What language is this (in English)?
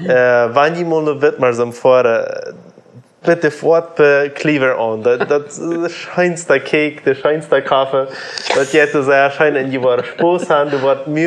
Plautdietsch